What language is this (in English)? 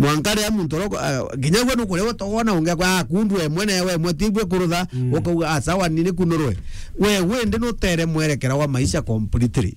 Meru